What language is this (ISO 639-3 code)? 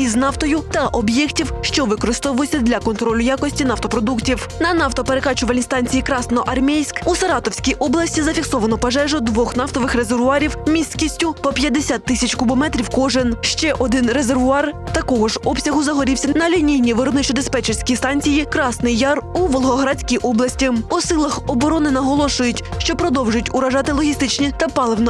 ukr